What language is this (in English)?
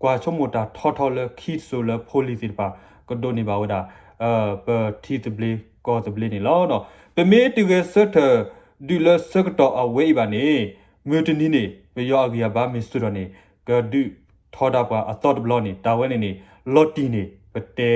S'gaw Karen